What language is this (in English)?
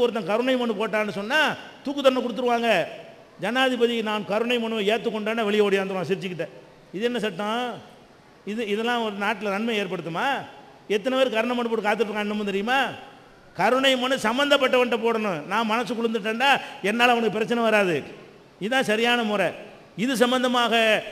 Tamil